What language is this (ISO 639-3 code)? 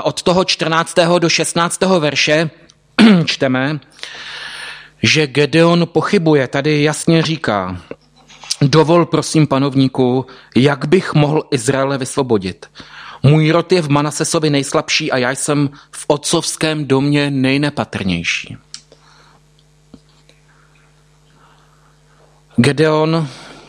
ces